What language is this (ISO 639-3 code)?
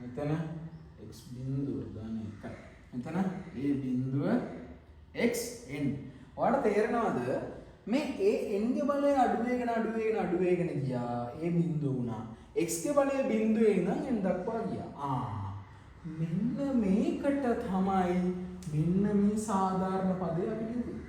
sin